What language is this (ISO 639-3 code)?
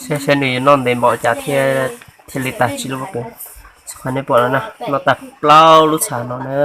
hmn